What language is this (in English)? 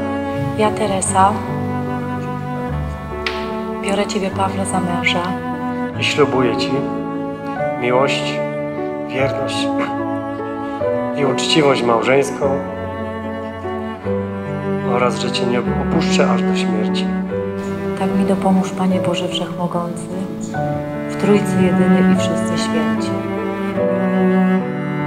Polish